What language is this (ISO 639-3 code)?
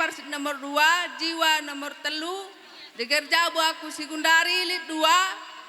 btx